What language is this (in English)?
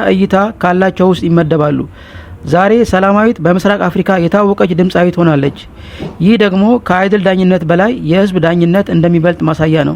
Amharic